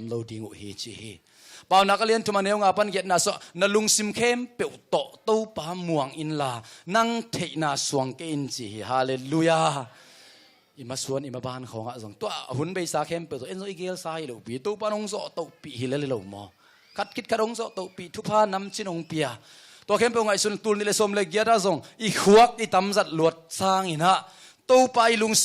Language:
Tedim Chin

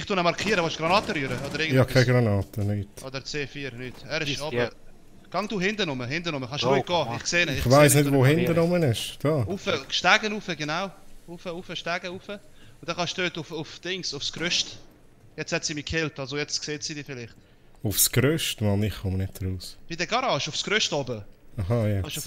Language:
Swiss German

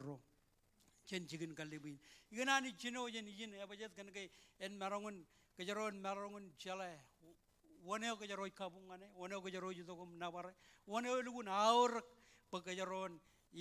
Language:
Marshallese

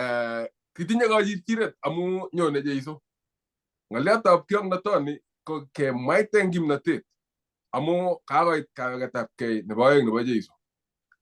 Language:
Kalenjin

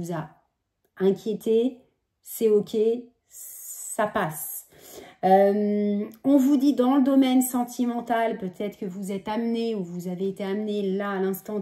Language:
French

